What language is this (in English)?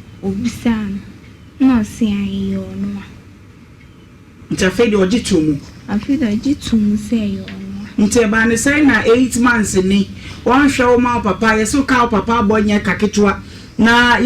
Akan